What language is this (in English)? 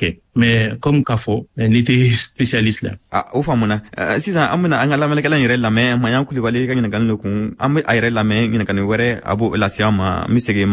Bambara